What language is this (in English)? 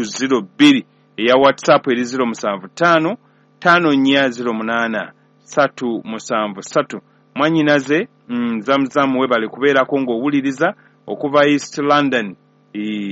Ganda